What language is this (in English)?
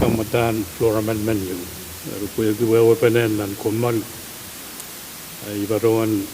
Pohnpeian